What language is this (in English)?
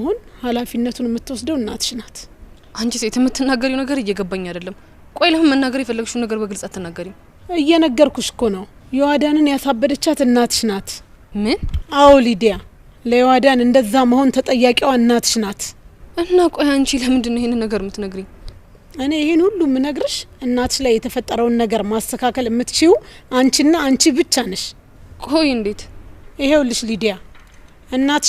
Amharic